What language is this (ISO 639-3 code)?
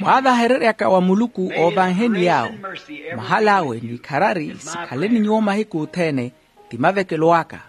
vmw